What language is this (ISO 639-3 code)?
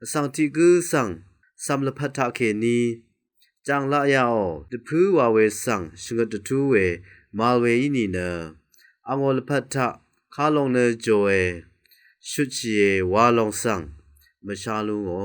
raw